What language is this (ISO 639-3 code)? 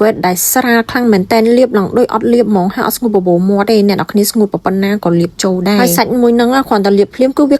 khm